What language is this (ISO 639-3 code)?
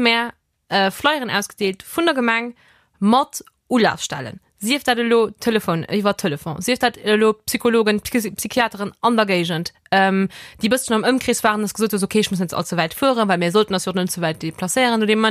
ltz